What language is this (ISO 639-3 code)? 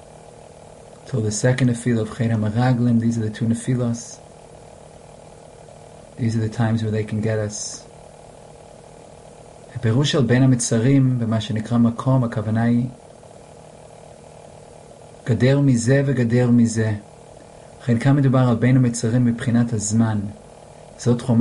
heb